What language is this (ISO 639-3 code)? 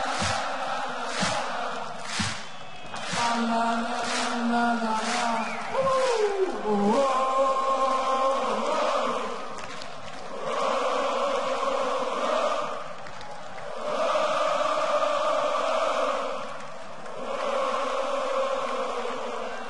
nld